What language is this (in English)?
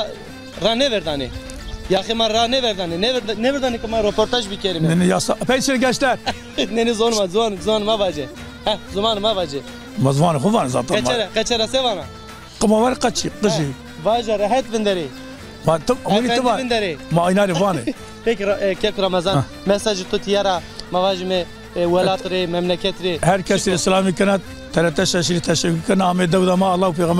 Zaza